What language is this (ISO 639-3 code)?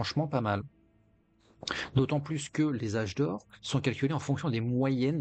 fra